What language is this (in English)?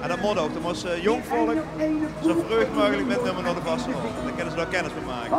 Limburgish